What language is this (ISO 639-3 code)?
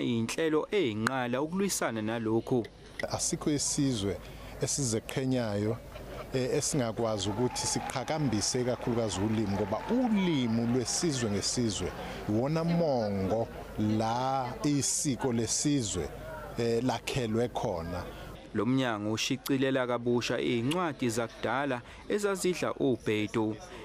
zul